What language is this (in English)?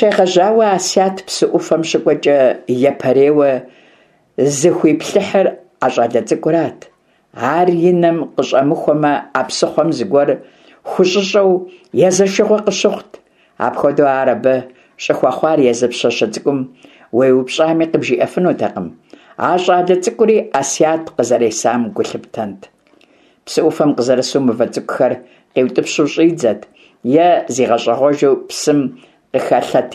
Kabardian